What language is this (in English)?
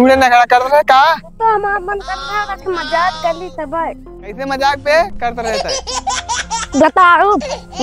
Awadhi